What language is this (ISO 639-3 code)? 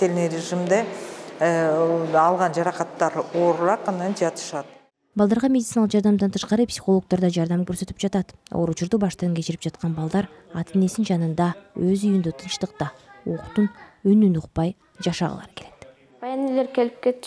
kir